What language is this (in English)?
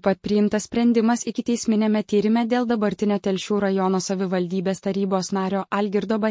Lithuanian